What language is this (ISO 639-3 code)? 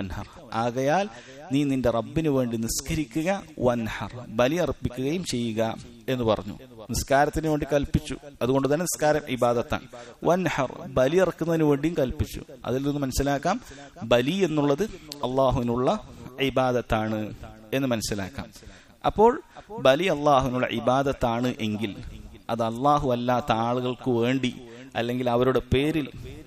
mal